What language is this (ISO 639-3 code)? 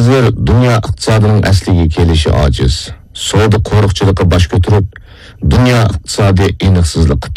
uig